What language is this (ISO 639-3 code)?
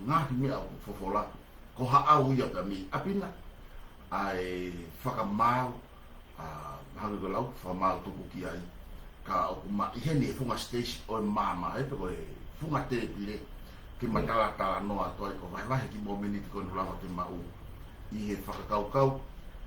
ton